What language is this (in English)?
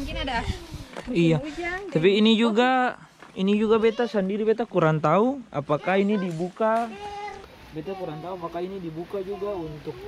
Ambonese Malay